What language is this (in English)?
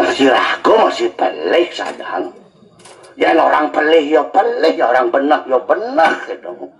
Balinese